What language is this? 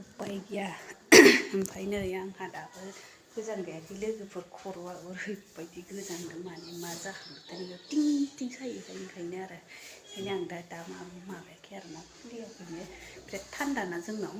Bodo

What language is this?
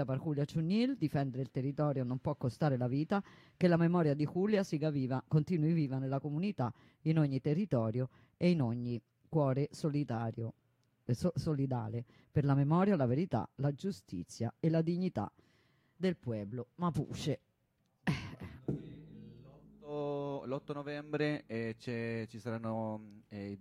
Italian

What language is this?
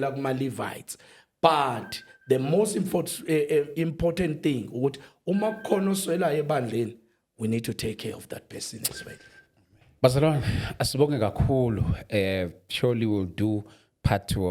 Zulu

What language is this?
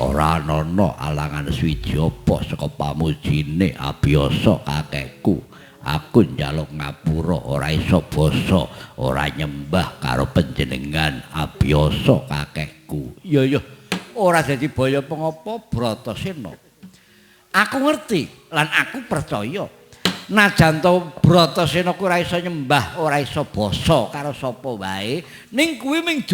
Javanese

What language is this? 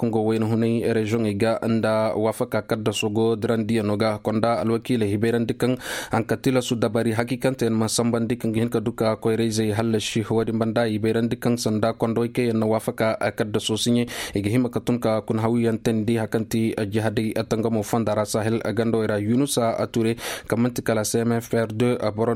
Koyraboro Senni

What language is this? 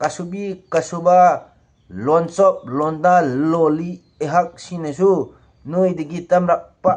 Manipuri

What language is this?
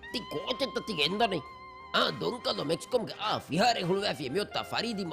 Divehi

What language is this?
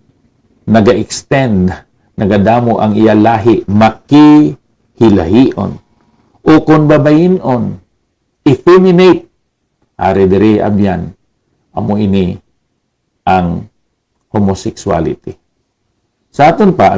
Hiligaynon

